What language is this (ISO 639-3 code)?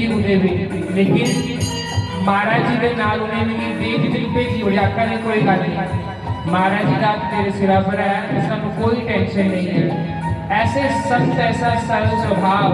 doi